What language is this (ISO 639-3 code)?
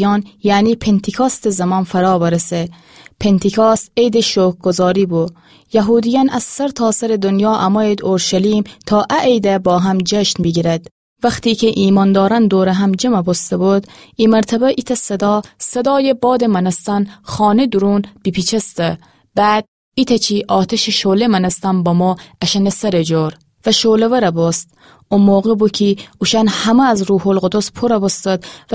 glk